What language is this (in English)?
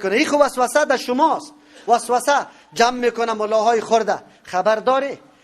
Persian